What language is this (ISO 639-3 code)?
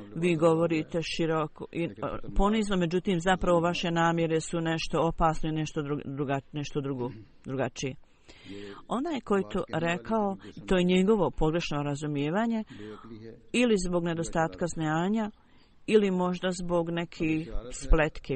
bos